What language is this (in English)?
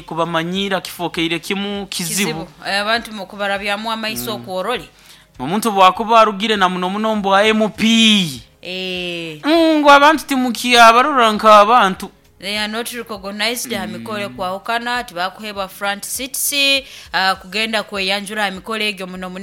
Nyoro